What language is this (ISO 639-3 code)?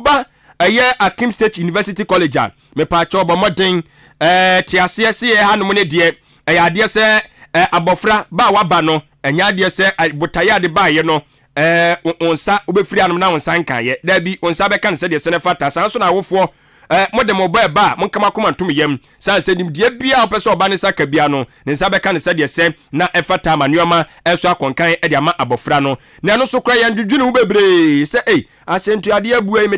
aka